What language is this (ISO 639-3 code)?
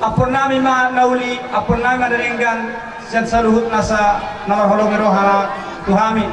bbc